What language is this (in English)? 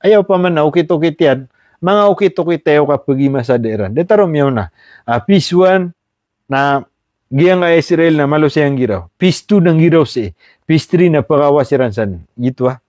Maranao